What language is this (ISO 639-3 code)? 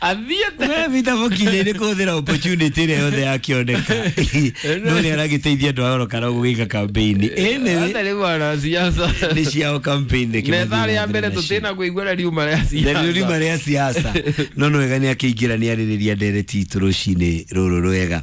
kik